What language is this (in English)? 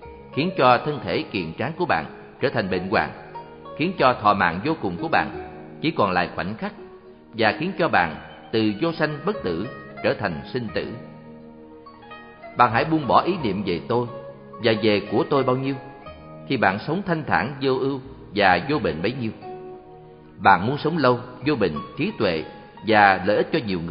Vietnamese